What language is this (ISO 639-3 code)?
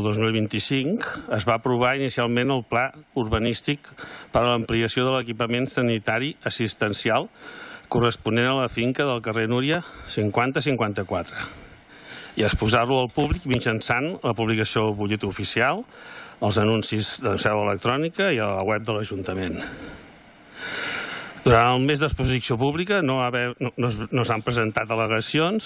cat